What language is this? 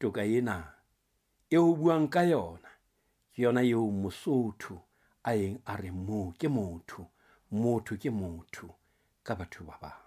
Southern Sotho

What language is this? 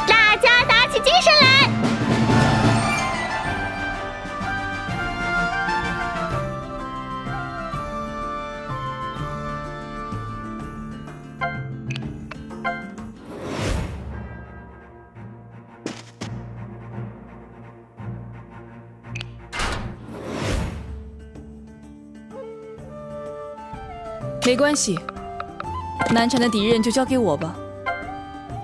Chinese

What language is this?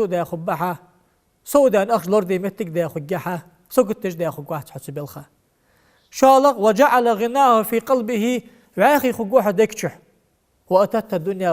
Ingush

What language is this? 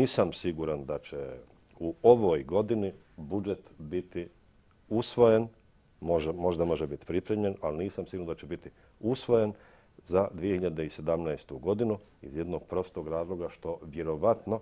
Bosnian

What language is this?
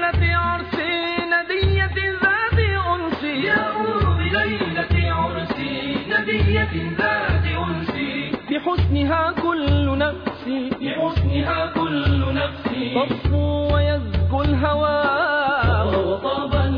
Arabic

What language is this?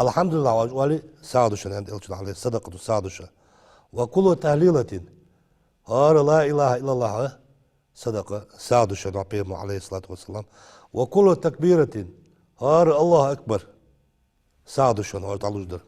Ingush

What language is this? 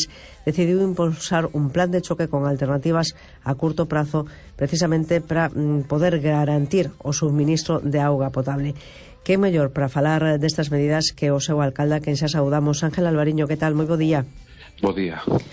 Galician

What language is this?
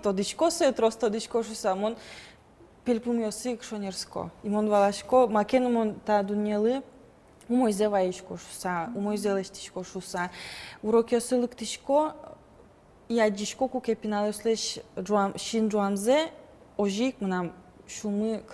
Udmurt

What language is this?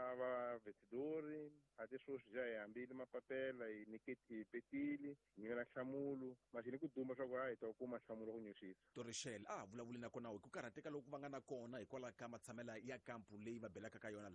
Tsonga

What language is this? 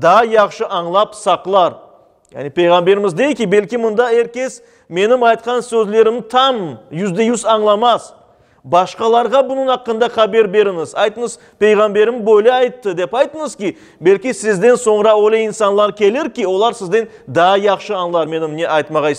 Crimean Tatar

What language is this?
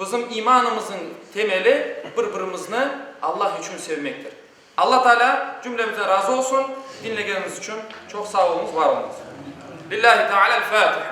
Crimean Tatar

